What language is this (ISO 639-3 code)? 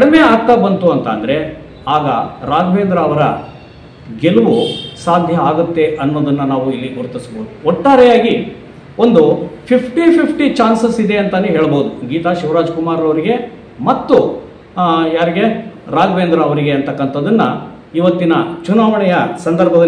kan